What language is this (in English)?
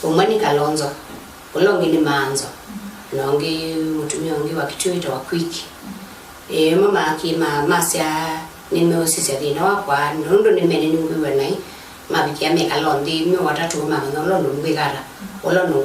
Kamba